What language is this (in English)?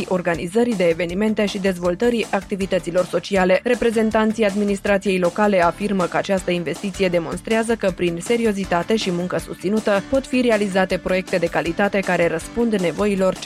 Romanian